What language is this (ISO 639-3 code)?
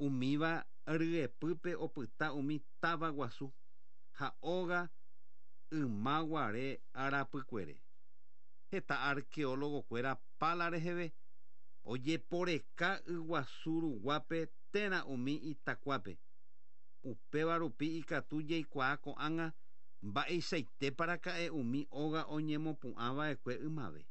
grn